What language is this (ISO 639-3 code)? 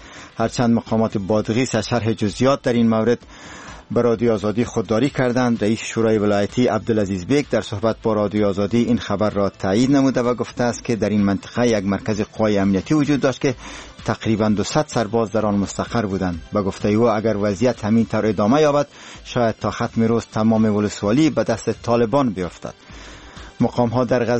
fas